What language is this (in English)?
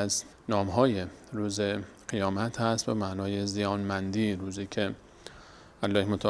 Persian